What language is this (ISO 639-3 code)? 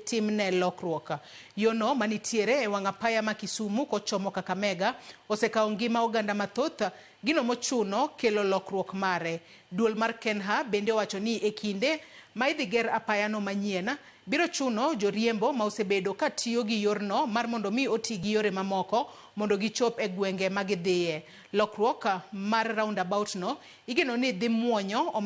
luo